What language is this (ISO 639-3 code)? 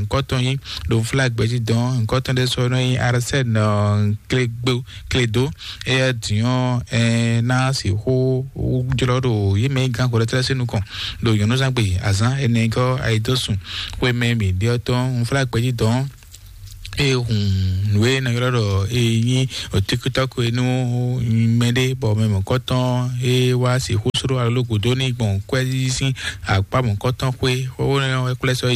fon